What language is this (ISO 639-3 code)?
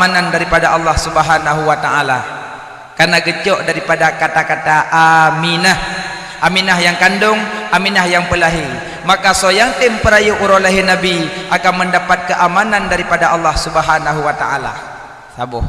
ace